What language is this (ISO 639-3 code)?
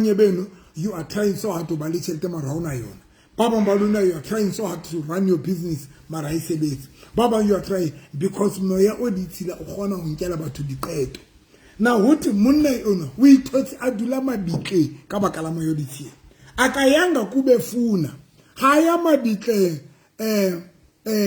sot